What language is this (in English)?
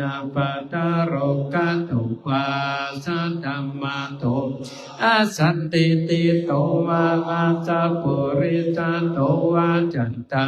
Pali